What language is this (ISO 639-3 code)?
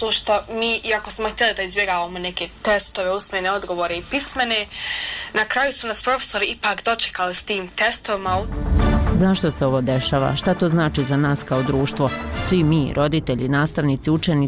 bos